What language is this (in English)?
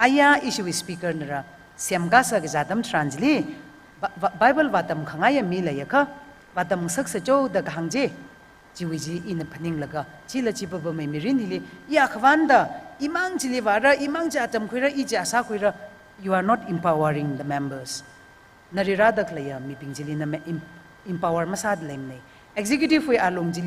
Tangkhul Naga (India)